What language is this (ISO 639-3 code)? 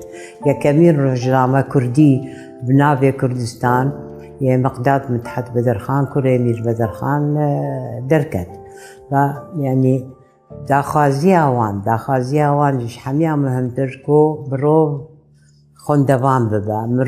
kur